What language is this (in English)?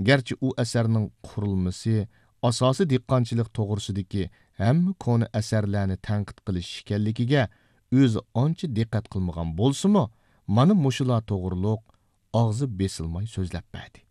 Uyghur